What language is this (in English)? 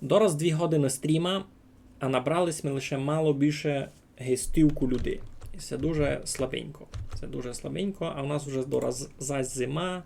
Rusyn